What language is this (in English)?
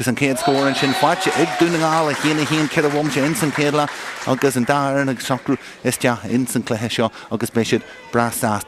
Irish